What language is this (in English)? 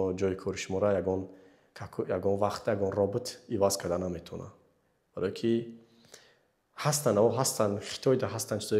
Tajik